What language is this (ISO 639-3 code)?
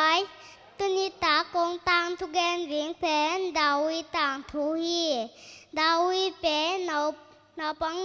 ctd